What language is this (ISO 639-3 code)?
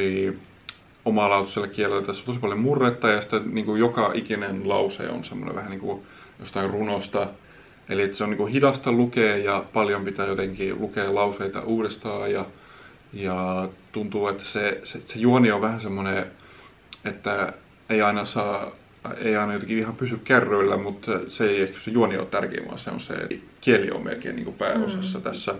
fin